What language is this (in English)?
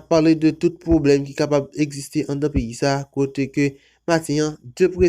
Haitian Creole